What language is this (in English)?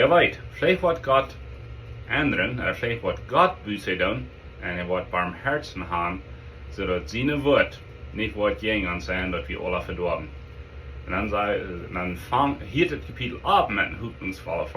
Plautdietsch